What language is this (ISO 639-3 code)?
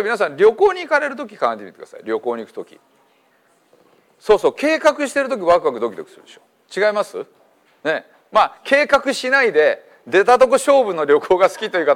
jpn